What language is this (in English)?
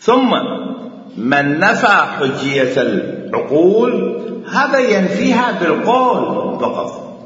Mesopotamian Arabic